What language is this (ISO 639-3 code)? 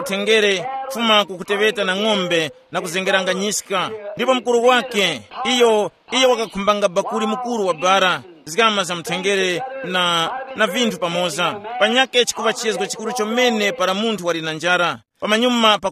tum